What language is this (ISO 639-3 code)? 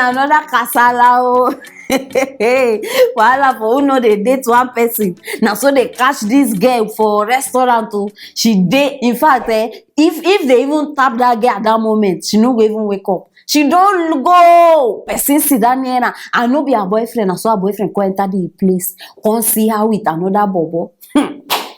pcm